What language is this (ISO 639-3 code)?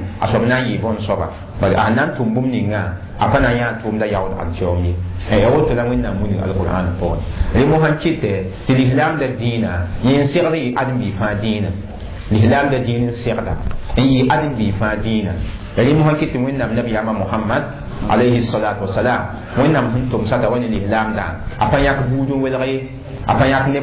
mos